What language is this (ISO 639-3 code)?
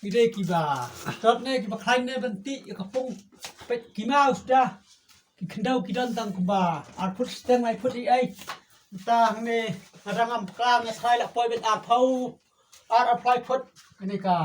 kha